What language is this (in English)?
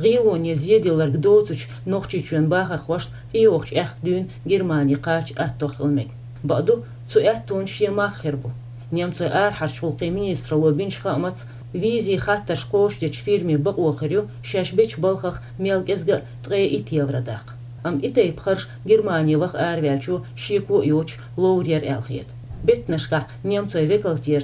Chechen